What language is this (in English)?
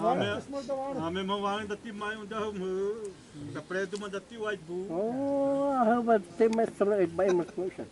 Xavánte